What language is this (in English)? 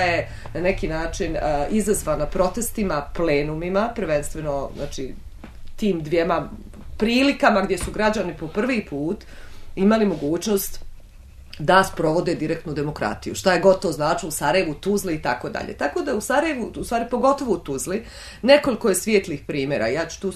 Bosnian